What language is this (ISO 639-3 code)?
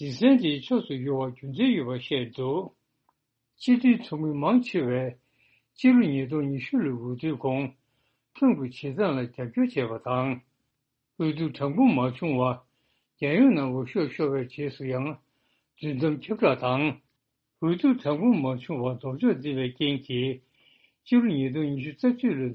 bod